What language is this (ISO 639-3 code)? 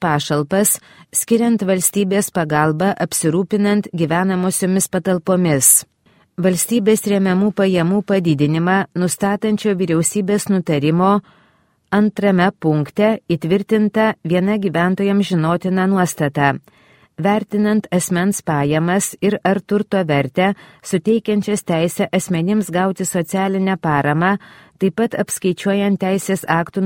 lit